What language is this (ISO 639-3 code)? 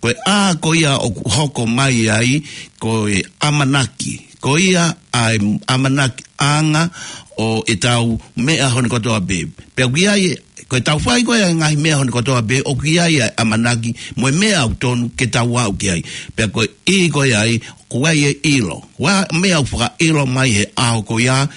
ton